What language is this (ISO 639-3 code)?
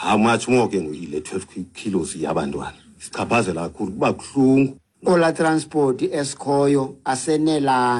xho